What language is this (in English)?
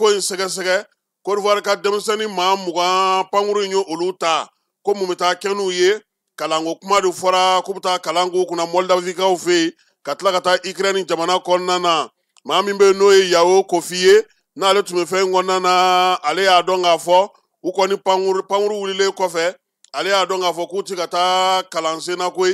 Bambara